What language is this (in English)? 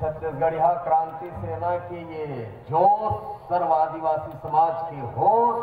Chhattisgarhi